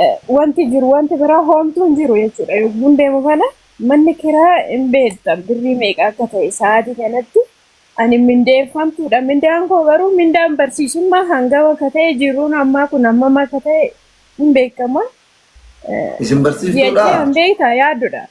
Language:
Oromo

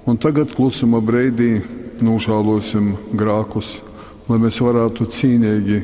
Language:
Latgalian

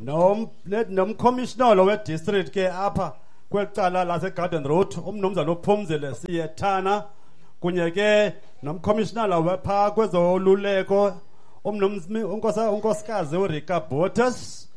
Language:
Xhosa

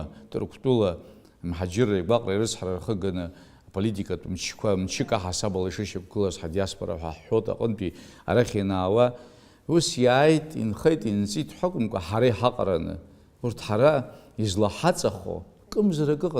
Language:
Abkhazian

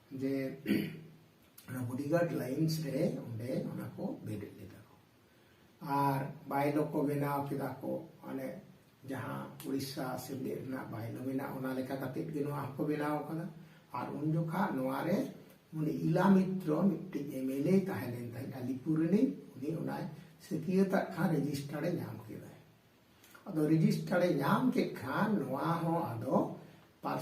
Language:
Santali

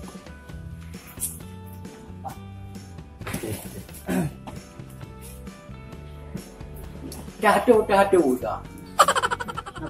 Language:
Malay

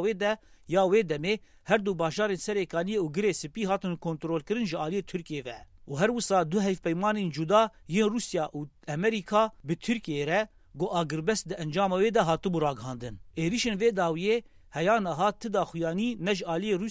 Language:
Kurdish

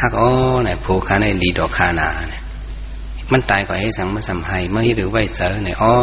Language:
Shan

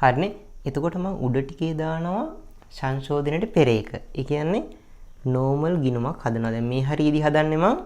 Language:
Sinhala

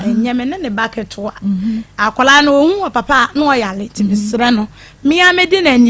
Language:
Akan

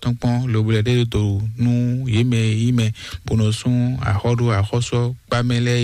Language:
Fon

